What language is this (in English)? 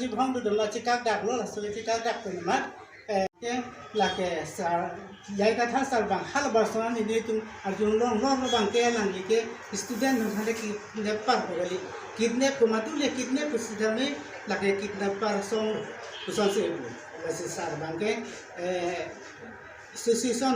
Karbi